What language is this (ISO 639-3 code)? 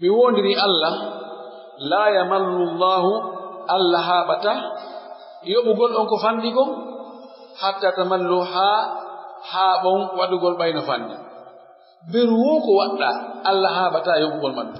fuf